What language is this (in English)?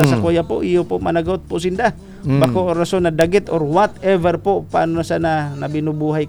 Filipino